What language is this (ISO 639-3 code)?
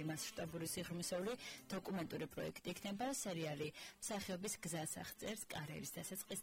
kat